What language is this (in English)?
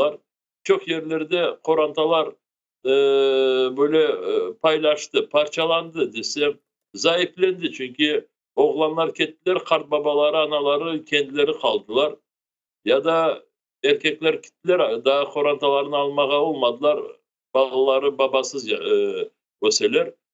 Crimean Tatar